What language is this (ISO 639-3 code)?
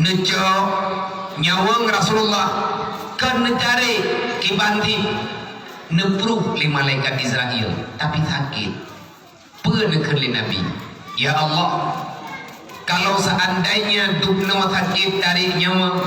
ace